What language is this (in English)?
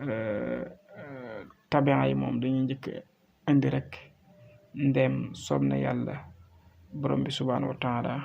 Wolof